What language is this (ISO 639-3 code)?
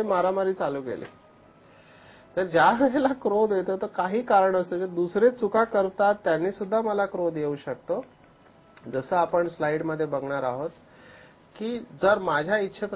mar